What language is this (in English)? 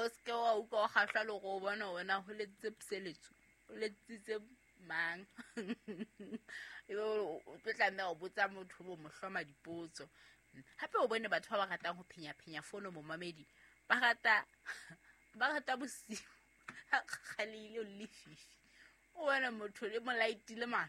Southern Sotho